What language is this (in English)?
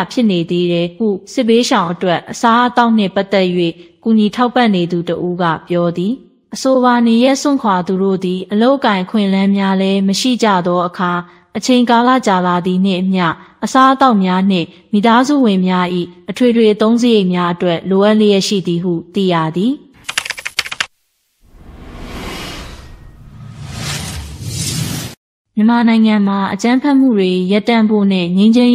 Burmese